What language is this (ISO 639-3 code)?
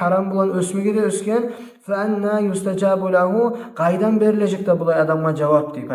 kum